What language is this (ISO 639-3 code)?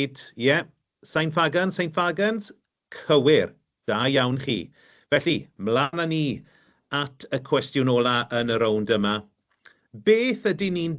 cym